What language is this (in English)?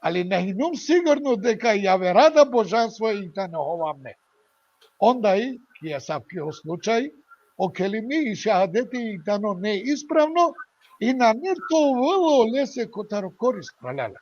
Balkan Romani